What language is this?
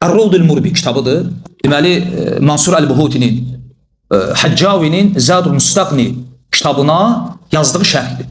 Azerbaijani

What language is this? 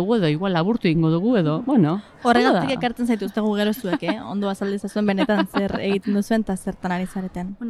Basque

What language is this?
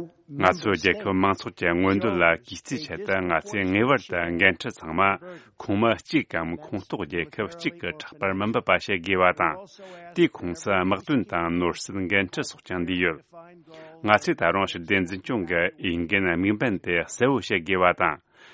Tibetan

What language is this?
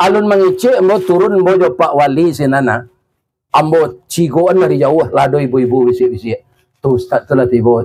Minangkabau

